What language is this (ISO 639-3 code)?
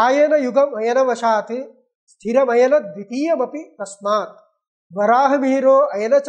san